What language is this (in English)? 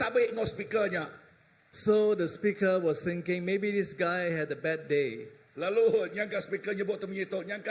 Iban